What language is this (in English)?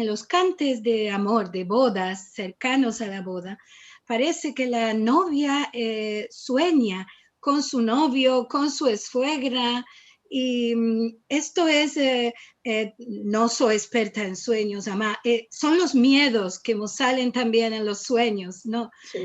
Ladino